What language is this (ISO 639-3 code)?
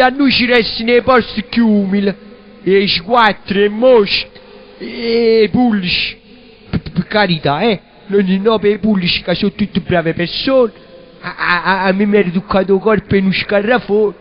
nap